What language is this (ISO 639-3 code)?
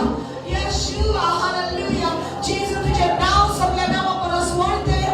kok